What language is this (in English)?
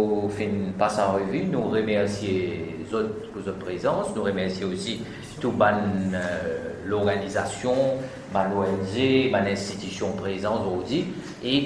Morisyen